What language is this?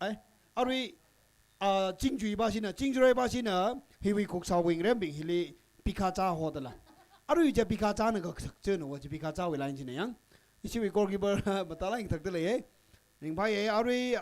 Tangkhul Naga (India)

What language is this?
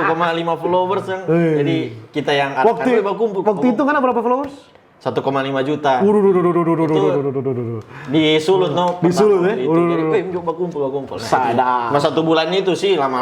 Manado Malay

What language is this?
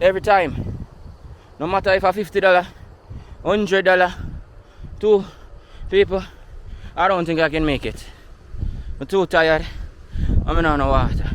Jamaican Creole English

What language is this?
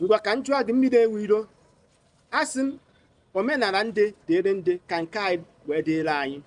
Igbo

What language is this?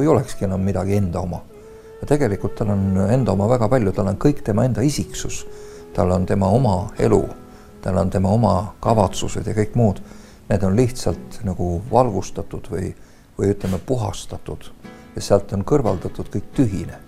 Estonian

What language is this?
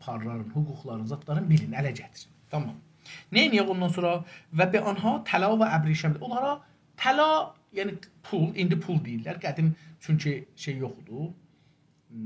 South Azerbaijani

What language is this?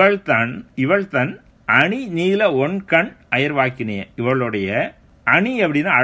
Tamil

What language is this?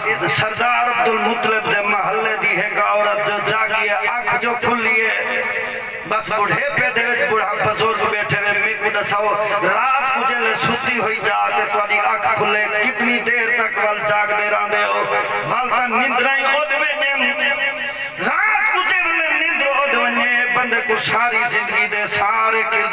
Saraiki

